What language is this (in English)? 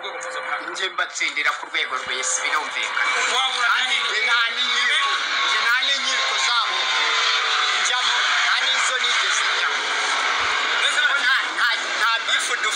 Kinyarwanda